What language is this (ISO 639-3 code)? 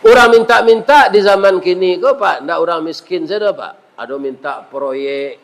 min